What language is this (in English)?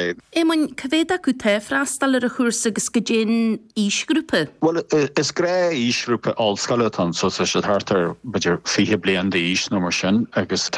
Irish